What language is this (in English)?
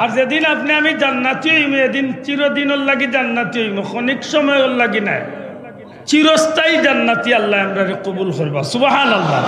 Sylheti